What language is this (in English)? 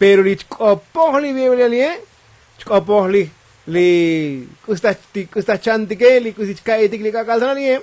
Tzotzil